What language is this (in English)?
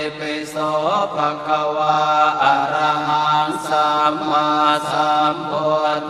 Pali